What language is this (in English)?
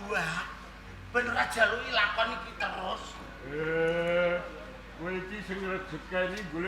Javanese